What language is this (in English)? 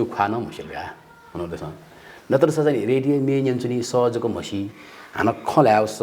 Newari